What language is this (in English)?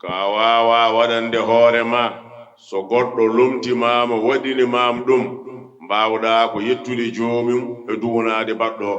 Fula